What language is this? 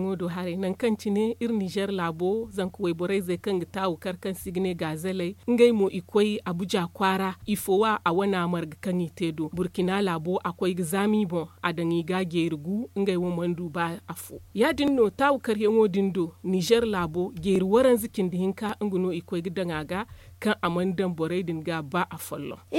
Zarma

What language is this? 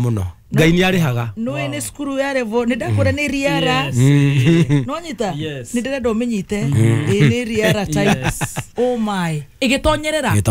Kikuyu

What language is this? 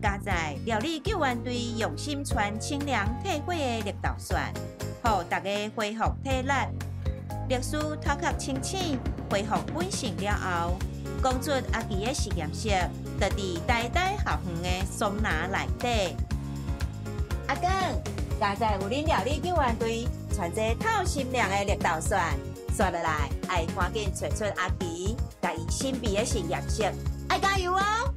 Min Nan Chinese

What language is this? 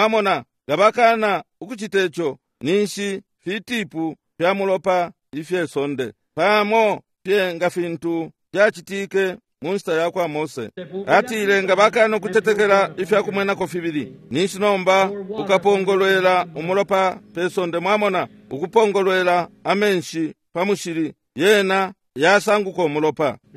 Bemba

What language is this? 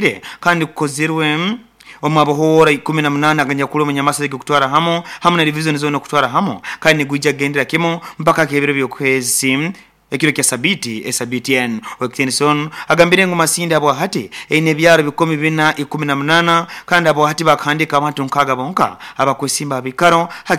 Nyoro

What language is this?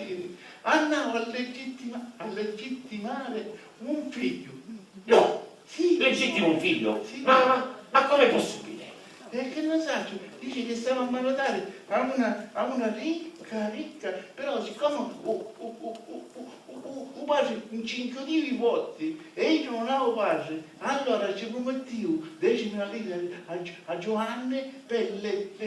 Sicilian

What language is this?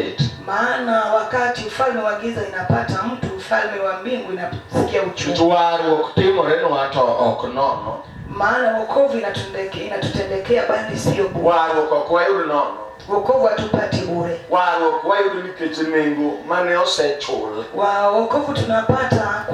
Luo (Kenya and Tanzania)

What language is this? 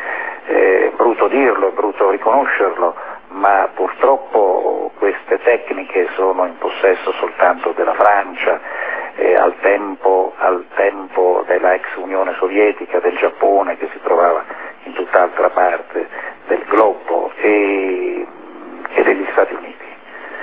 Italian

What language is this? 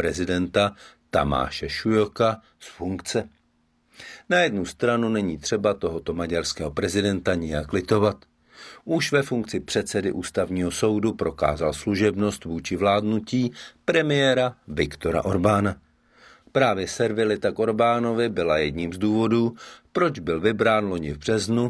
Czech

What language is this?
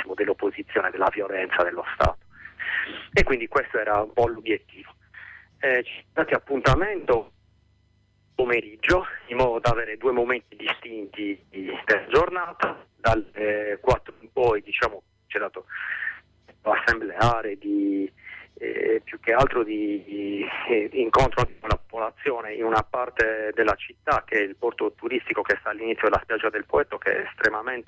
Italian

